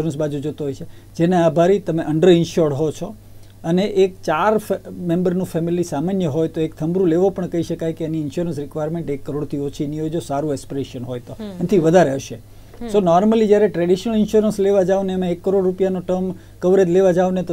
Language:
Gujarati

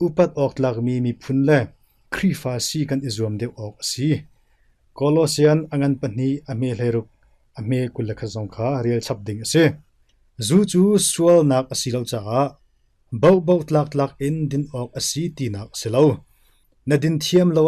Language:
Hakha Chin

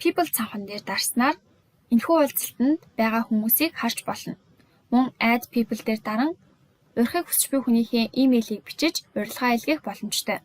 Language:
Mongolian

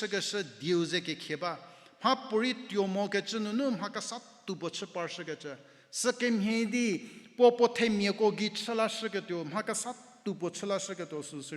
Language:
Angami Naga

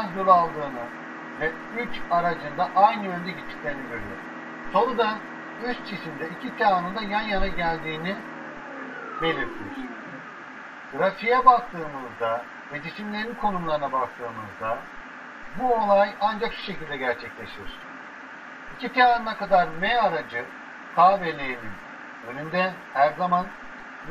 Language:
Turkish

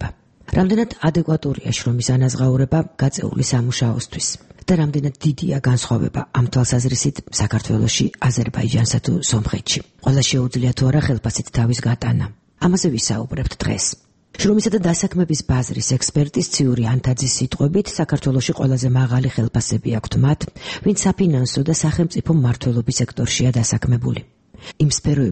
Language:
Georgian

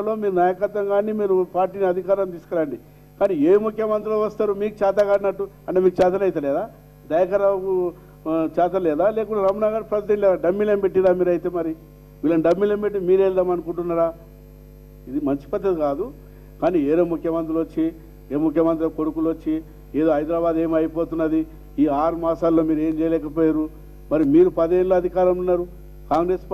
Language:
Telugu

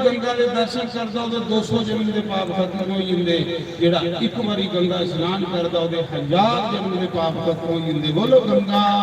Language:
Dogri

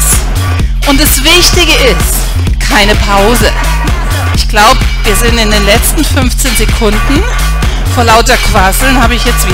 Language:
German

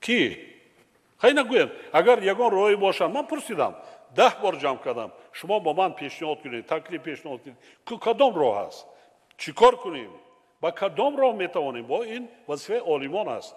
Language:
Tajik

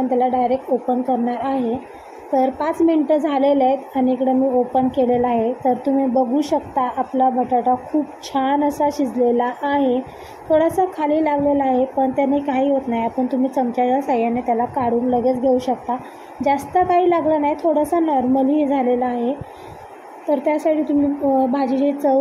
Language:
Marathi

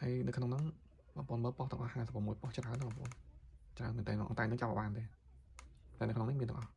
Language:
Khmer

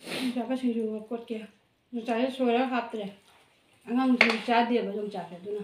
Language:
Manipuri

